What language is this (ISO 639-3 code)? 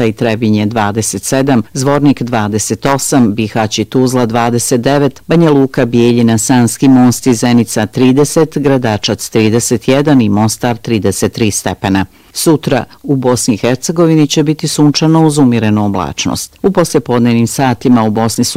bos